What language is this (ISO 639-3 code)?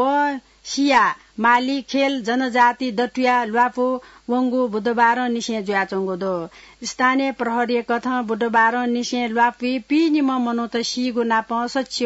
new